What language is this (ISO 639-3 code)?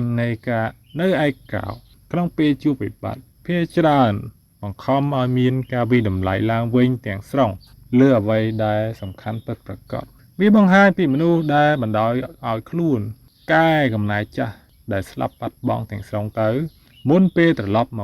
khm